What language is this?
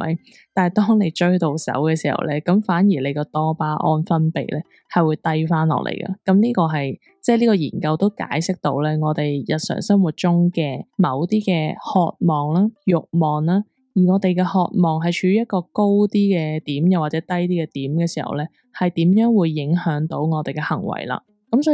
Cantonese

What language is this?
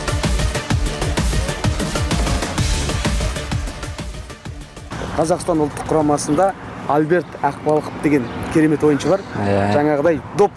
Kazakh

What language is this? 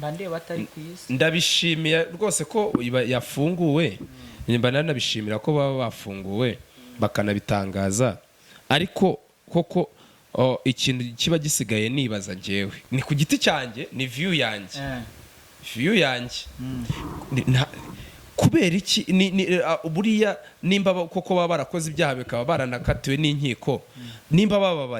Kinyarwanda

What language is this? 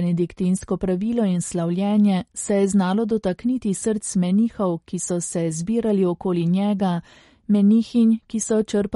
Slovenian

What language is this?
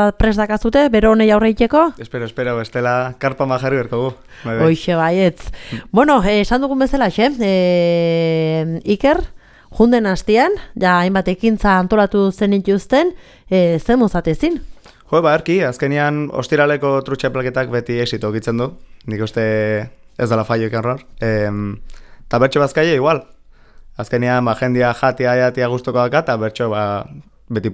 Basque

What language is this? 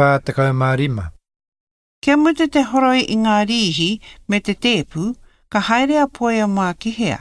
Māori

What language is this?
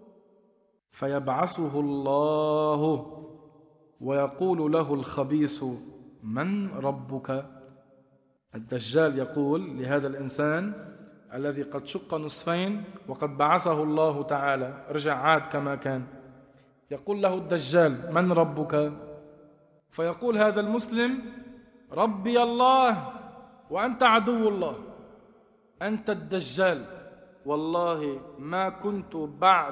Arabic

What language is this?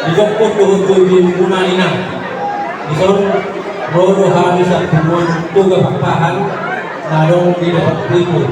Batak Toba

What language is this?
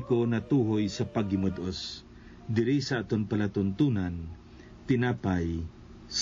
Hiligaynon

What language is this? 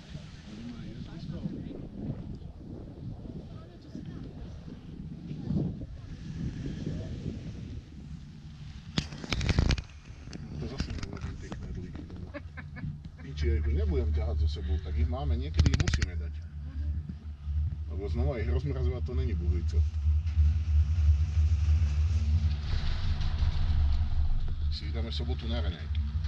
Estonian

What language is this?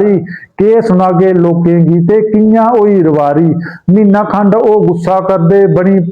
Dogri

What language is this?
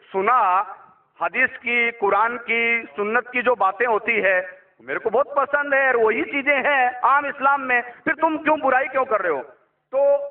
Urdu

